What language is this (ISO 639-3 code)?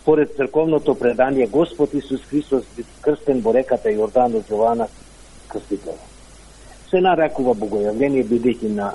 mkd